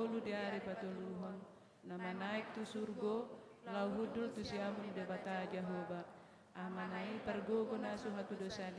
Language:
Batak Toba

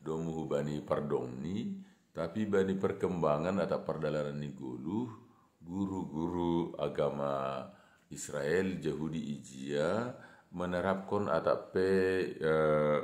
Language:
Batak Simalungun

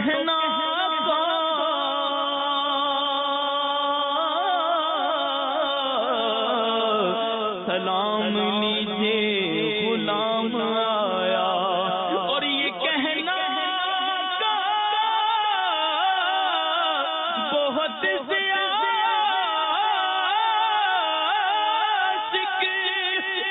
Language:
Urdu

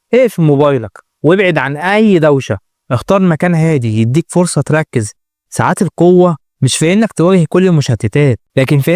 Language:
Egyptian Arabic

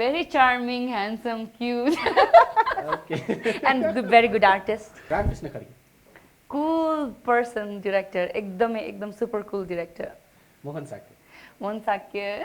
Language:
Newari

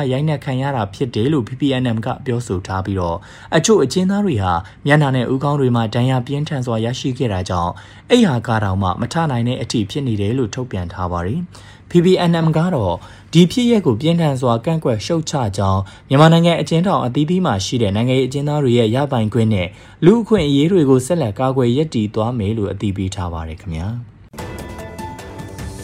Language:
Burmese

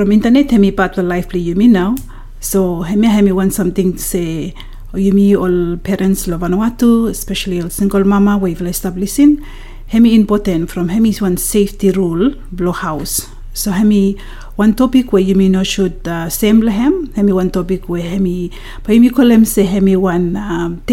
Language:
Bislama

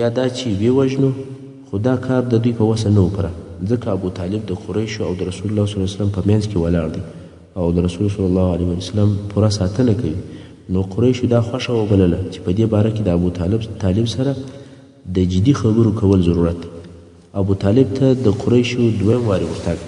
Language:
Pashto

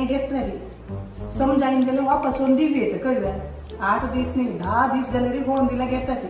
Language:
Konkani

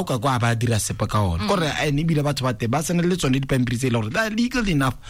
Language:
Tswana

